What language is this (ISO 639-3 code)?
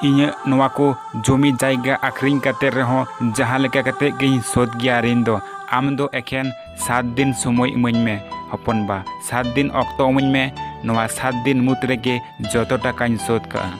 sat